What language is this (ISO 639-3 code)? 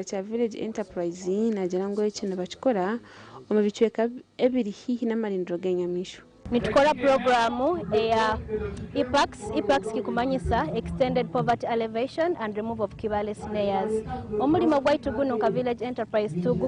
nyn